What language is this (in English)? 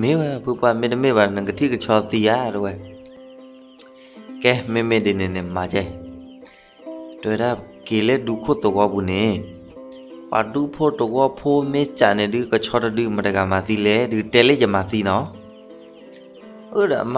S'gaw Karen